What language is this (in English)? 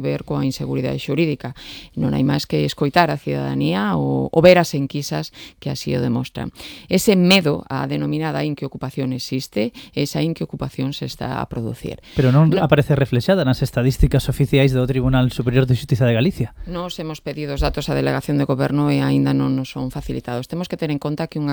Galician